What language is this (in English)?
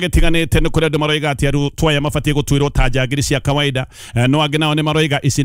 Kikuyu